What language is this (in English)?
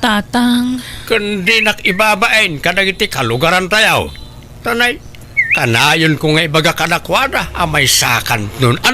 Iloko